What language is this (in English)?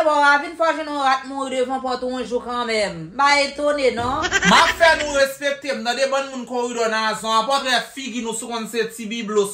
Haitian Creole